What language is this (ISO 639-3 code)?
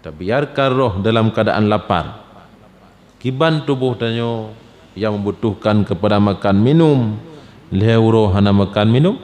ace